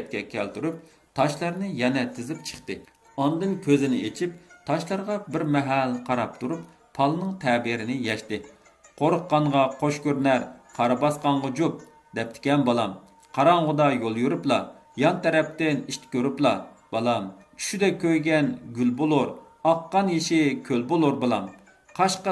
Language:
Uyghur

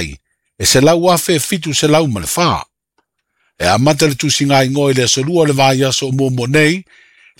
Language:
Samoan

